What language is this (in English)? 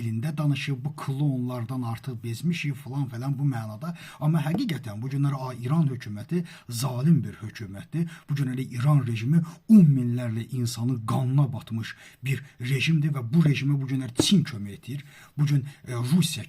Azerbaijani